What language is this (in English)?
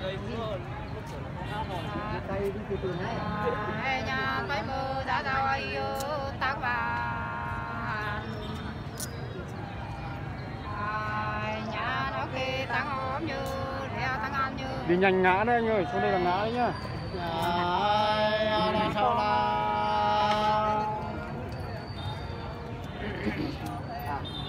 Vietnamese